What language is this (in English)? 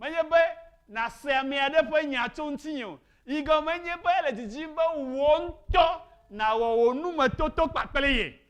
Ewe